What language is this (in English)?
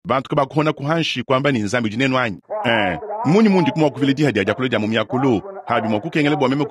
Luba-Lulua